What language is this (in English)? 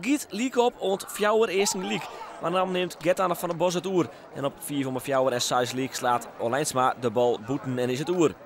Western Frisian